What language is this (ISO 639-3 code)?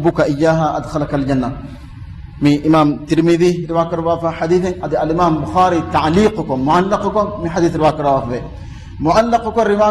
div